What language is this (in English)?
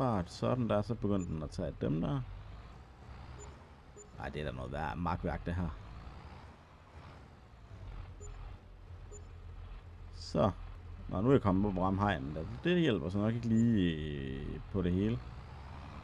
Danish